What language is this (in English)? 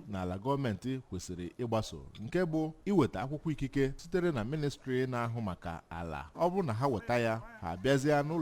Igbo